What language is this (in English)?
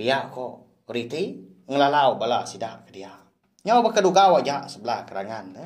Iban